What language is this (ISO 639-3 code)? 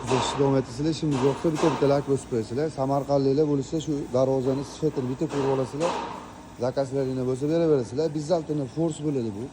uzb